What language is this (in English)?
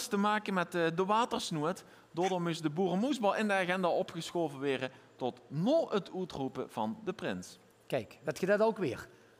Limburgish